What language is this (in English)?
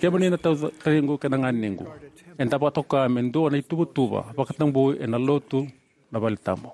Fijian